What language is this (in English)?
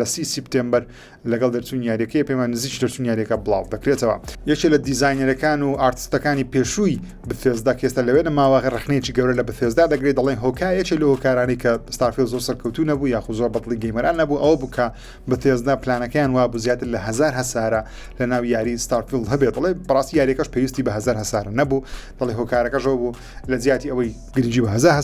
Central Kurdish